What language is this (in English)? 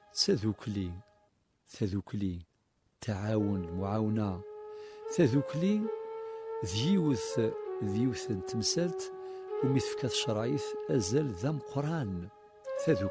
Kabyle